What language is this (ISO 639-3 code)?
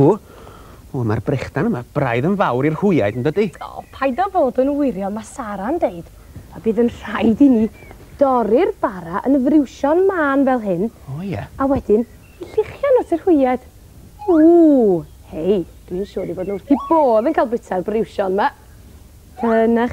cym